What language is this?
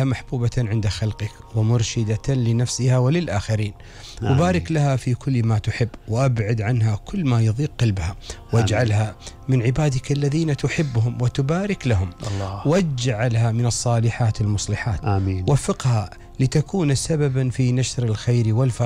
Gulf Arabic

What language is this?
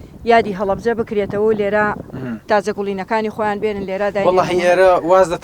Central Kurdish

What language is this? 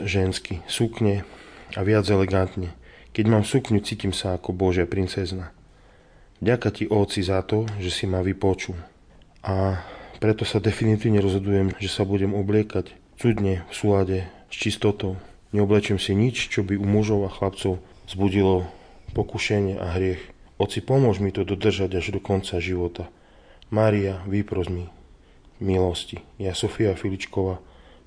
Slovak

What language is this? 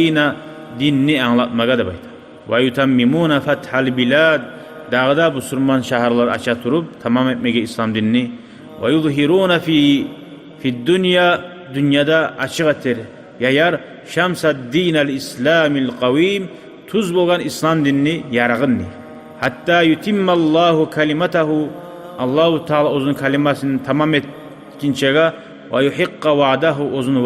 Kumyk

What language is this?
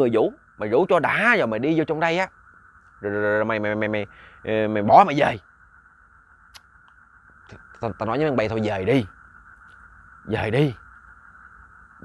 Vietnamese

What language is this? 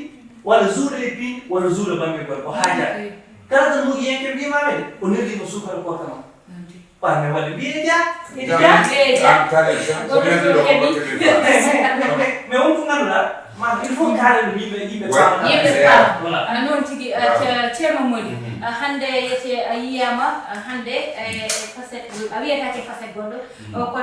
Fula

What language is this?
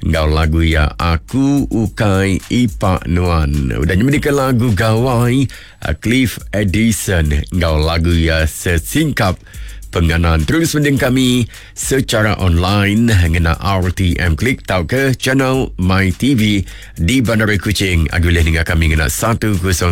Iban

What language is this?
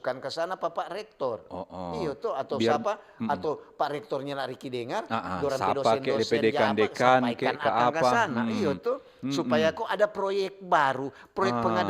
Manado Malay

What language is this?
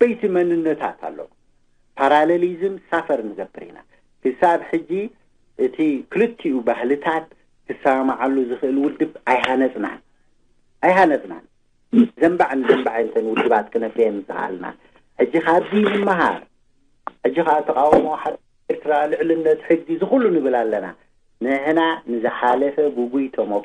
Tigrinya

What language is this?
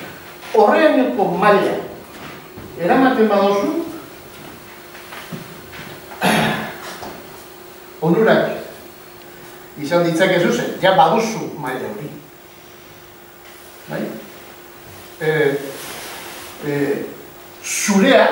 Basque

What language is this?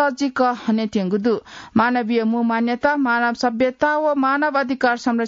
Newari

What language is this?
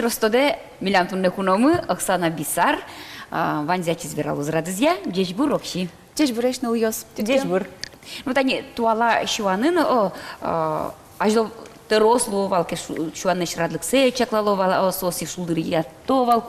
Udmurt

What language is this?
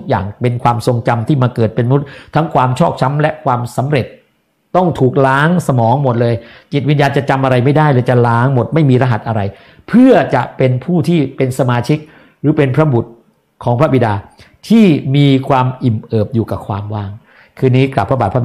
Thai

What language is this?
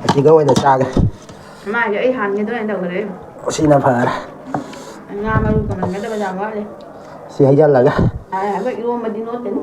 Manipuri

